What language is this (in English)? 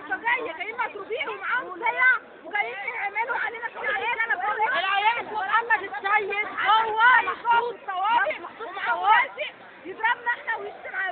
Egyptian Arabic